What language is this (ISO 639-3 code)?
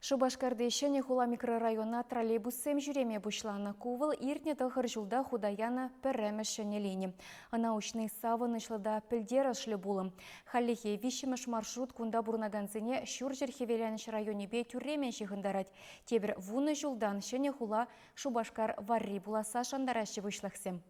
chv